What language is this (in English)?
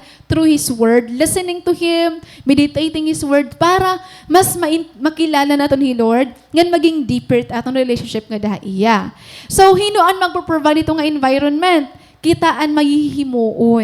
Waray